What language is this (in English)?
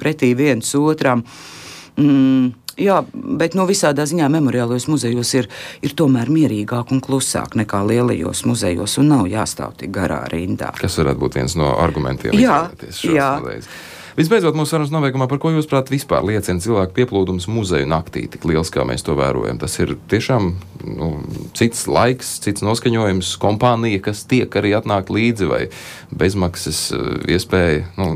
Latvian